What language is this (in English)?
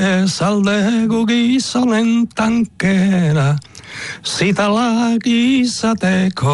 Basque